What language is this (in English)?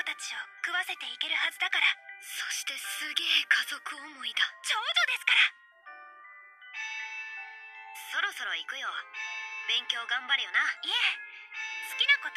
Japanese